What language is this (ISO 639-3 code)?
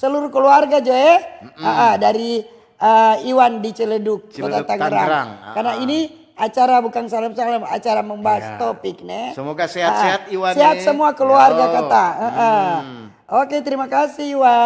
xmm